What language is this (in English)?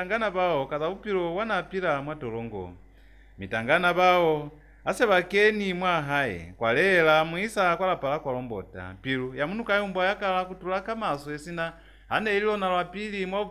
Lozi